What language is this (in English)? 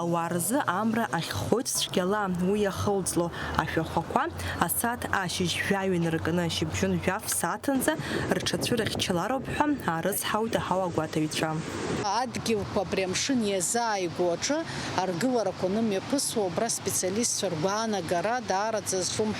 Abkhazian